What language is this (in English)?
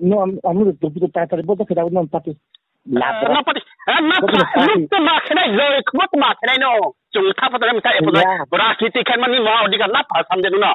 Riang (India)